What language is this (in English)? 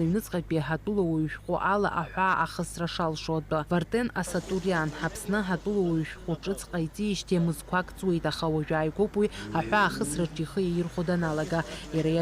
Abkhazian